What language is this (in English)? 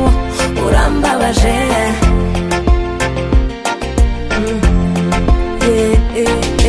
Kinyarwanda